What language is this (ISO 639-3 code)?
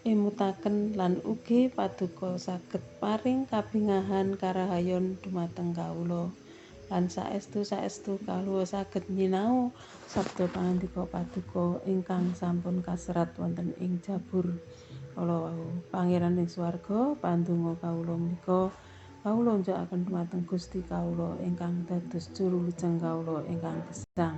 jav